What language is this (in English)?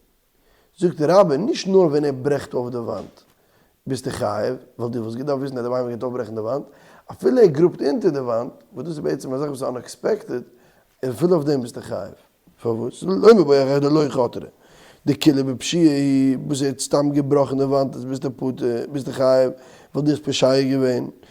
Yiddish